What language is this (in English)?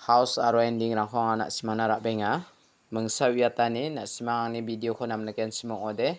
Garo